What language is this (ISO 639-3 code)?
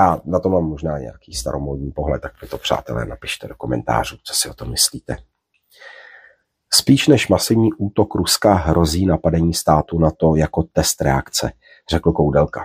ces